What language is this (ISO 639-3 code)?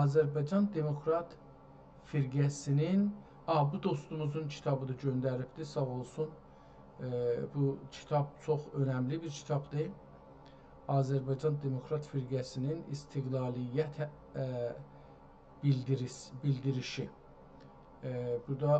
azb